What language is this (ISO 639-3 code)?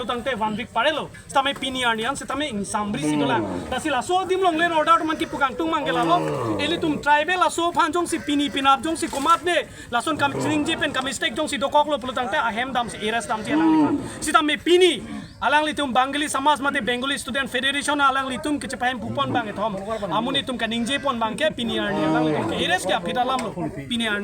mjw